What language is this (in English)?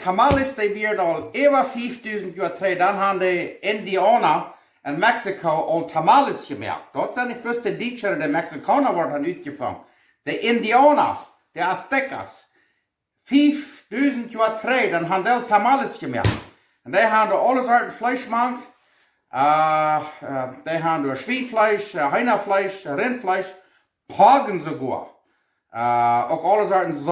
Plautdietsch